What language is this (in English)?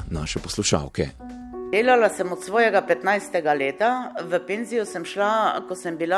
Slovenian